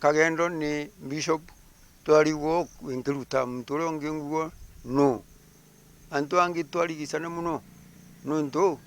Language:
Meru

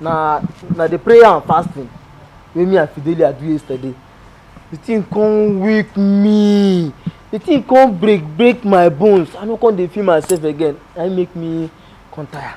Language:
Nigerian Pidgin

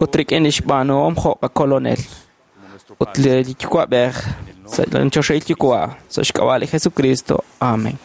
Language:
Kekchí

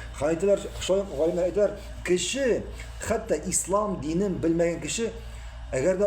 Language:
Tatar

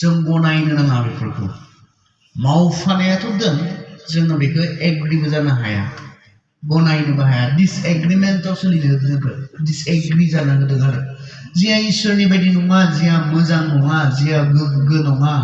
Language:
Bodo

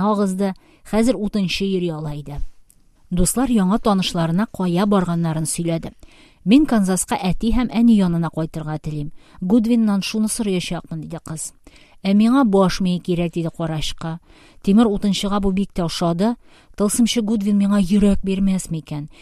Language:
Tatar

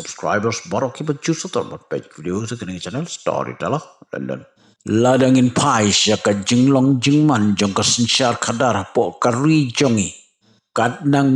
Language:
Khasi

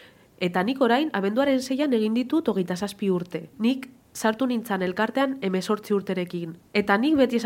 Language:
Basque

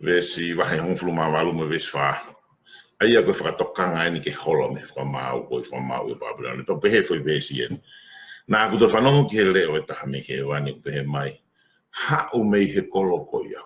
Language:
Tongan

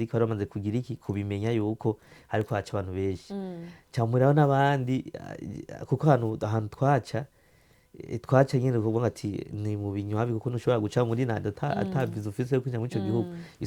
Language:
Rundi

